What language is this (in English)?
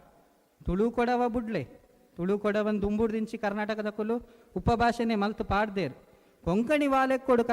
Tulu